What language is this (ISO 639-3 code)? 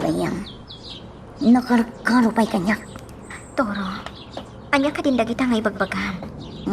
ilo